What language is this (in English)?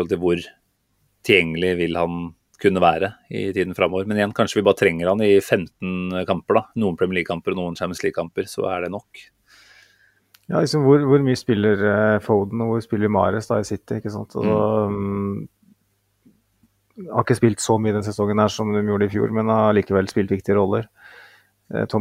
Norwegian